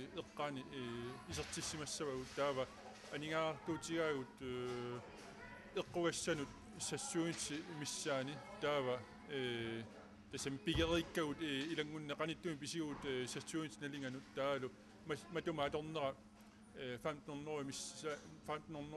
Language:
Kalaallisut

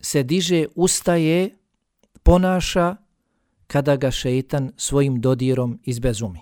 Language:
Bosnian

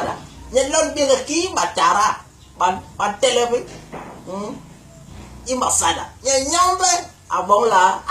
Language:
Basaa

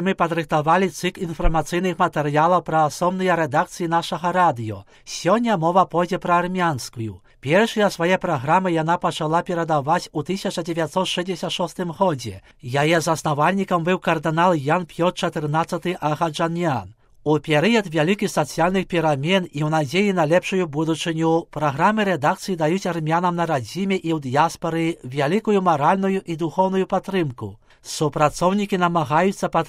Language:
Belarusian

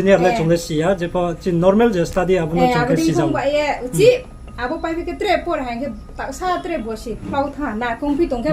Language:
Riang (India)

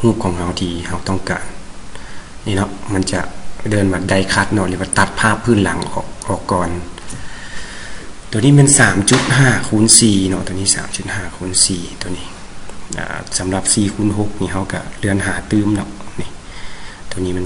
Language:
Lao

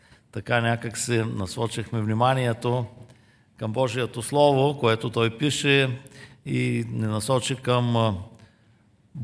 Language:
Bulgarian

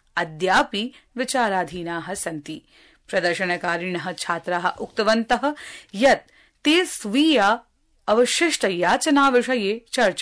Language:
Sanskrit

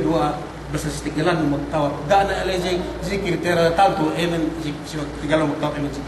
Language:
Yakan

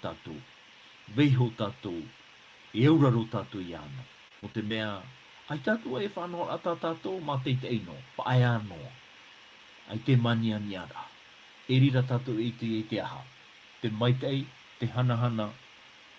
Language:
Tahitian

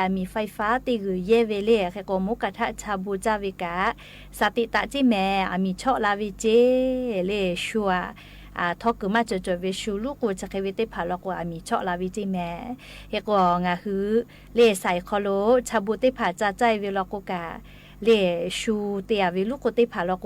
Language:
Lahu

